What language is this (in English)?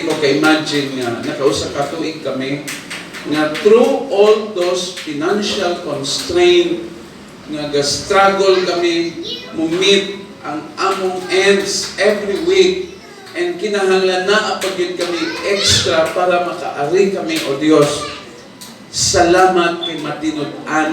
Cebuano